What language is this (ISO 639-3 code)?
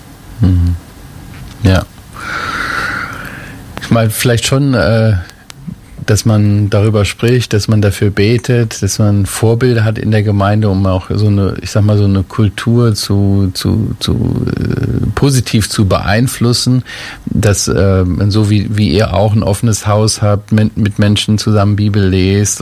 deu